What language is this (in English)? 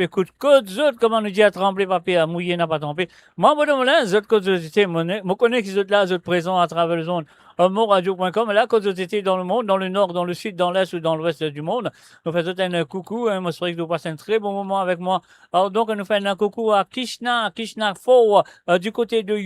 Morisyen